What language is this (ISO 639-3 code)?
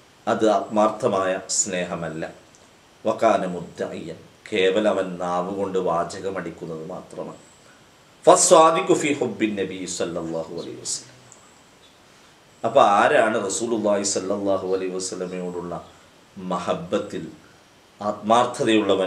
mal